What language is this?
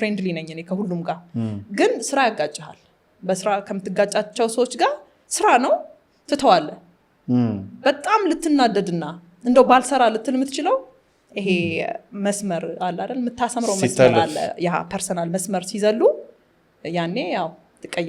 Amharic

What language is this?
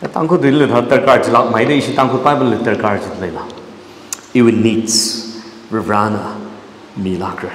Tangkhul Naga (India)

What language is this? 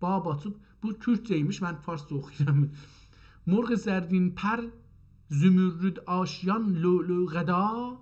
South Azerbaijani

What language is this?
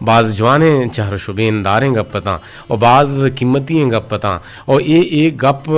Eastern Balochi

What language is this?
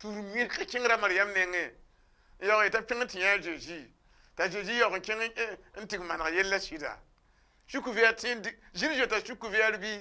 Mossi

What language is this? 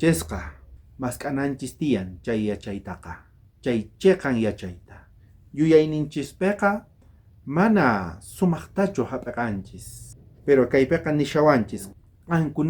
South Bolivian Quechua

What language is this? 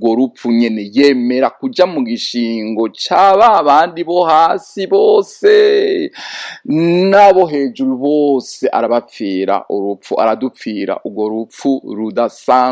Rundi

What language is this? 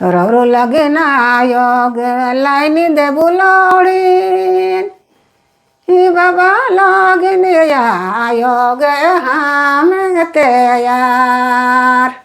Sadri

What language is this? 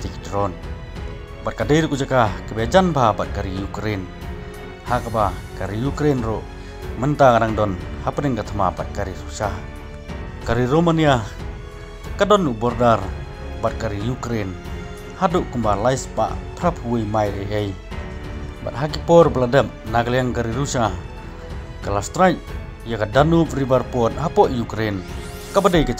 Khasi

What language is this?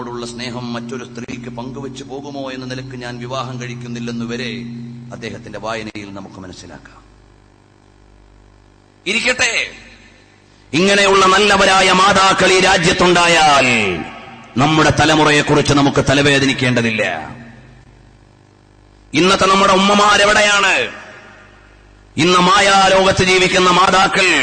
Malayalam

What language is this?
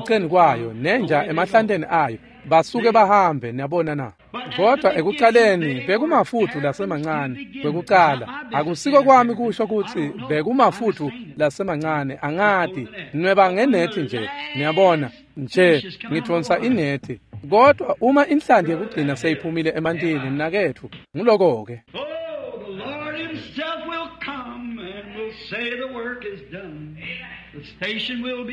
Swati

